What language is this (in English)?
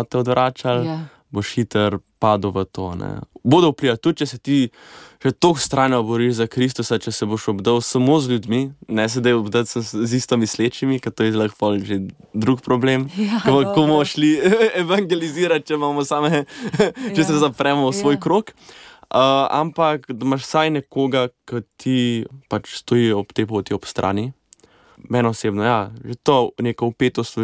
Slovenian